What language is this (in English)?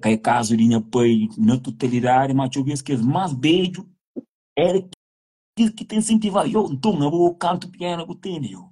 Kabuverdianu